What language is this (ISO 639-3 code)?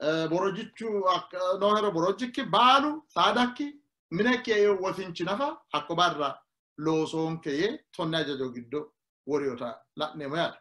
sid